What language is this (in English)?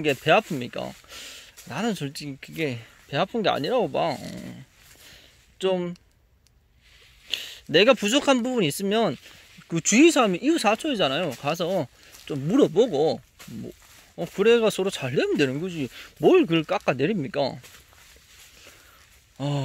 Korean